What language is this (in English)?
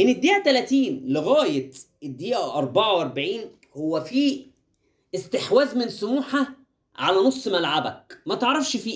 Egyptian Arabic